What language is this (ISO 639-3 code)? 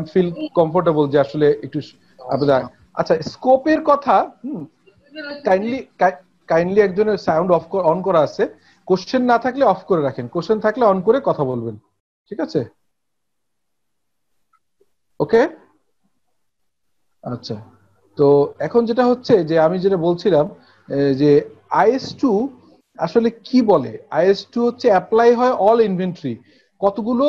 ben